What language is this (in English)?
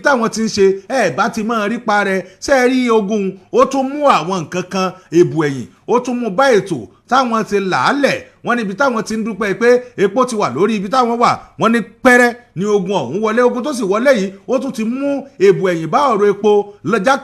Yoruba